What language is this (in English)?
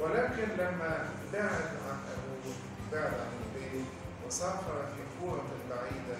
Egyptian Arabic